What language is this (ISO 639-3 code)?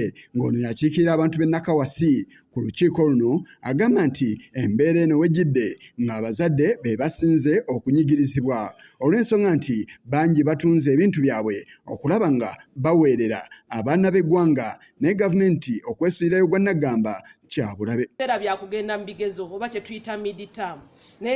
lug